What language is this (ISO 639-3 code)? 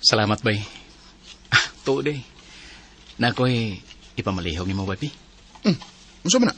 ceb